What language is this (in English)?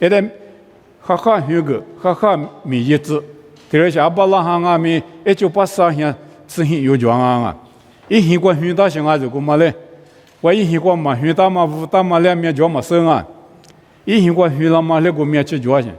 Lisu